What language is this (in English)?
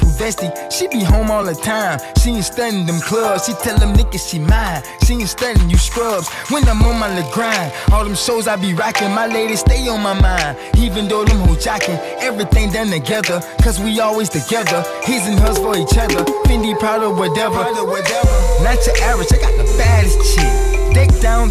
English